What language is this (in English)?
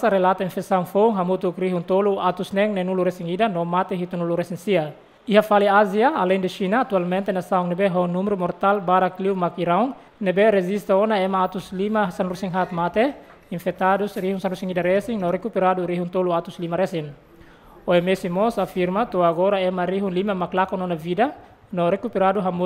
Tetum